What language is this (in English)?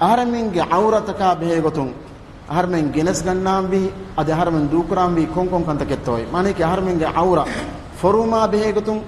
Divehi